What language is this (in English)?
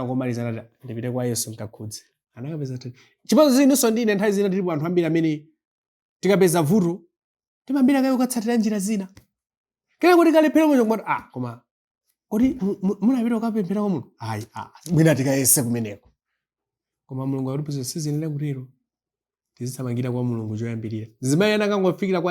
Nyanja